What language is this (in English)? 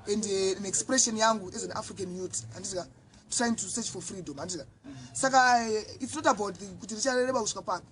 Shona